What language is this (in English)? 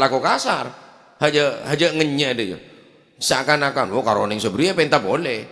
Madurese